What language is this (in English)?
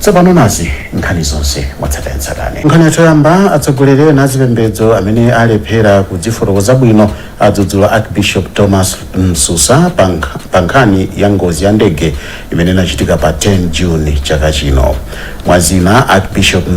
Nyanja